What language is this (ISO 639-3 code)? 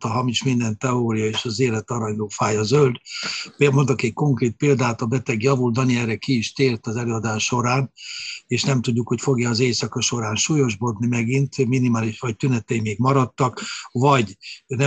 hun